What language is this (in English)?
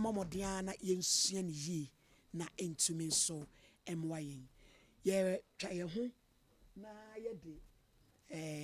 Akan